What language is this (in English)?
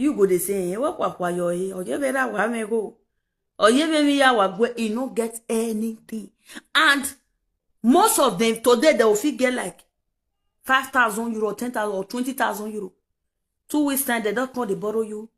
Nigerian Pidgin